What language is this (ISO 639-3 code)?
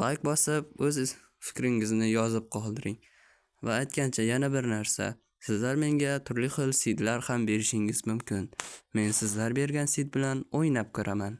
uzb